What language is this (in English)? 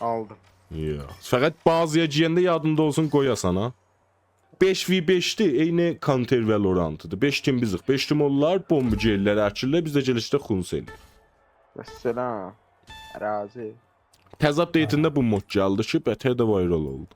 South Azerbaijani